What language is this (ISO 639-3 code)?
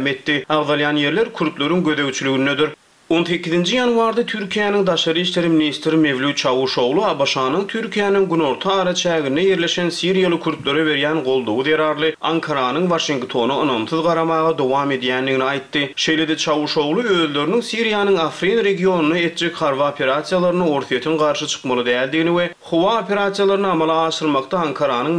tuk